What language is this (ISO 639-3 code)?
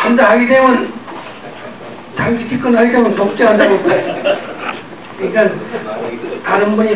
kor